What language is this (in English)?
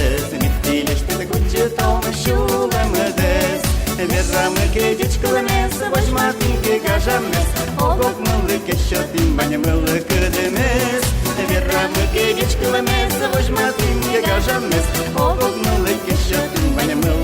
Udmurt